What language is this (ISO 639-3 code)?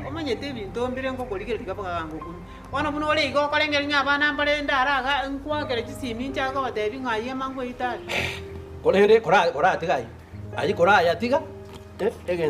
guz